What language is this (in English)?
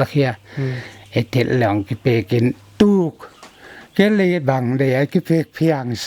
Paite Chin